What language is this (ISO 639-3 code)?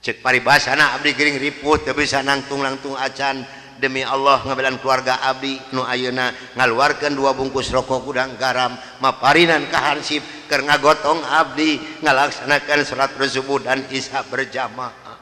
sun